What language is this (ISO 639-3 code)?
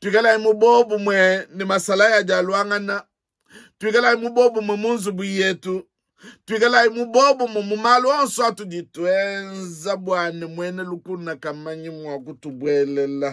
lua